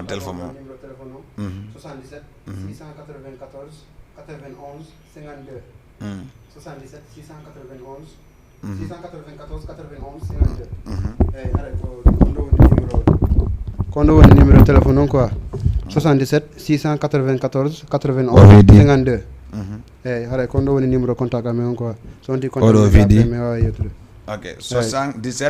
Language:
Fula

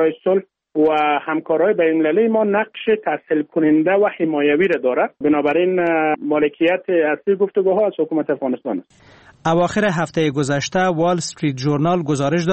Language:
Persian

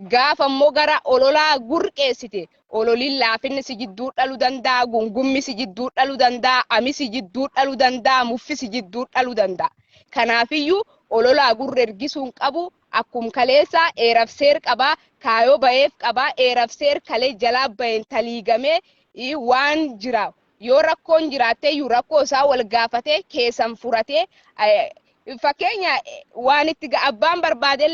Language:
Oromo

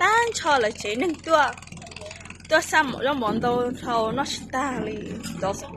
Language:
Hmong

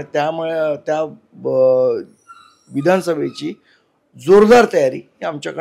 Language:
Marathi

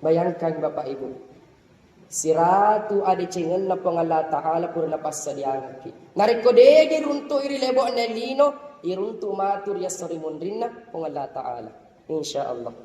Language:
Buginese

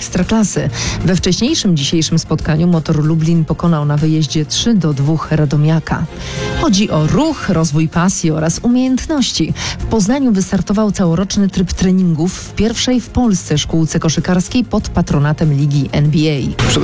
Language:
Polish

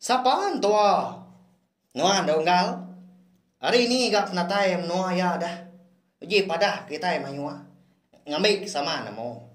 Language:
Iban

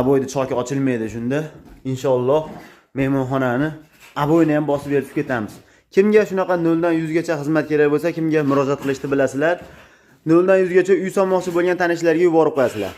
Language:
Uzbek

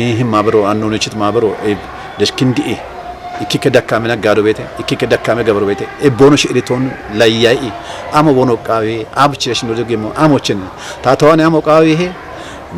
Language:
Kafa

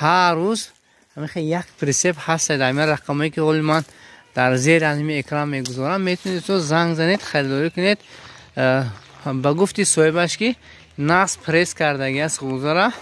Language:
Tajik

